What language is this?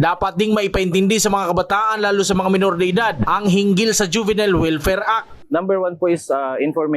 Bikol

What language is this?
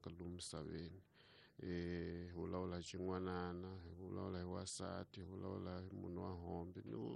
Tsonga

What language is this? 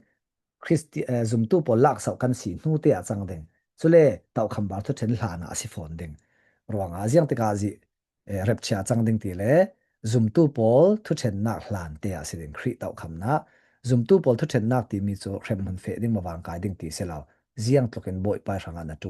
Falam Chin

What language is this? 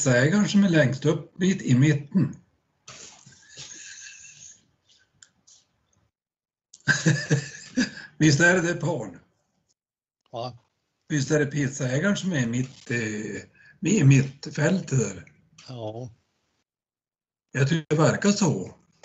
Swedish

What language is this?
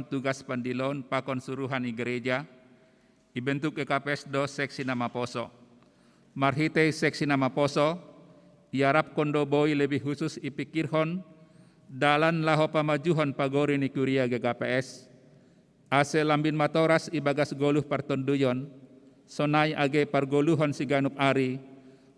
Batak Simalungun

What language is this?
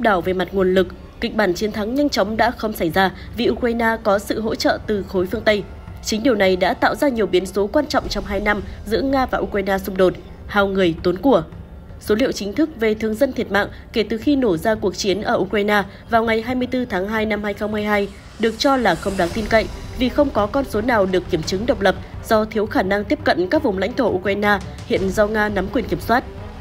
Vietnamese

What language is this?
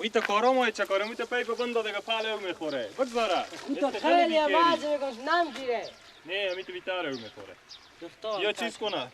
Persian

